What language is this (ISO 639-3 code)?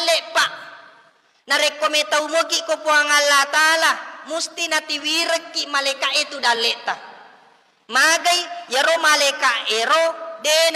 bug